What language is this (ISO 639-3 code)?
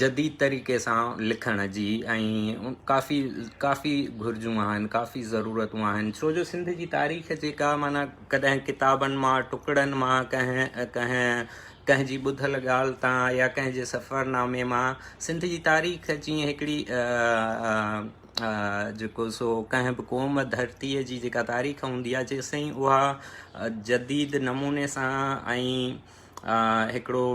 snd